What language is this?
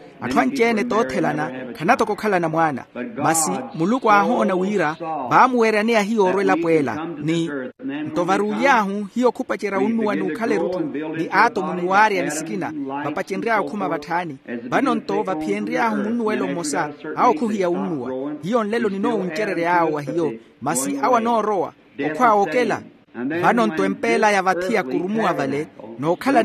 Makhuwa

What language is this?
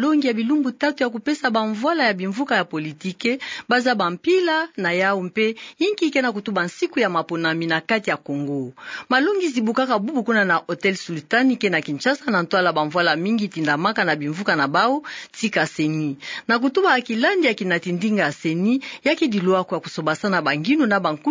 Kituba (Democratic Republic of Congo)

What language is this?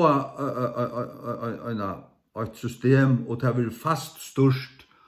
Faroese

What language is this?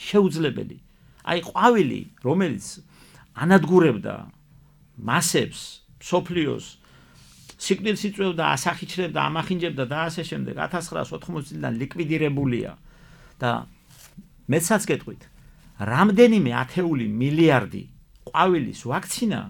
Georgian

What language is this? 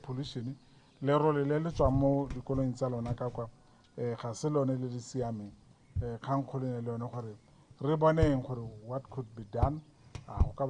Tswana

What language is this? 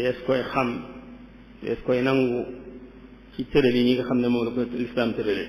Wolof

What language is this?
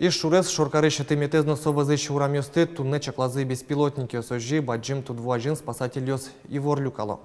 Udmurt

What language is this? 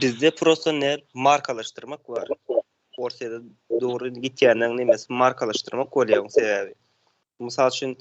Turkmen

